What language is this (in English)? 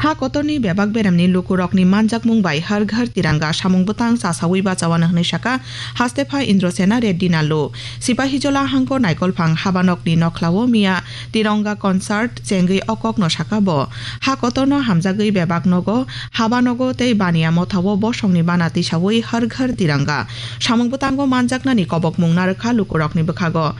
Kok Borok